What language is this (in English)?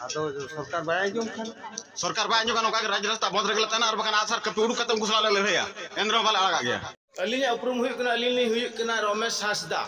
Santali